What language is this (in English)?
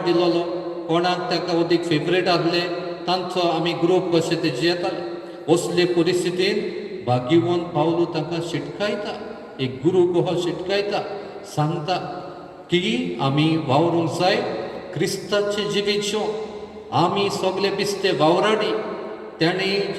Konkani